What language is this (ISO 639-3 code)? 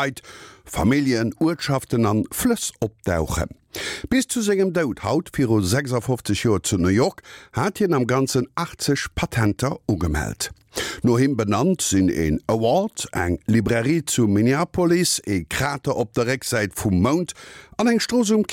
ltz